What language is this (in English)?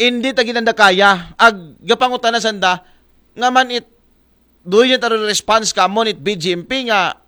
Aklanon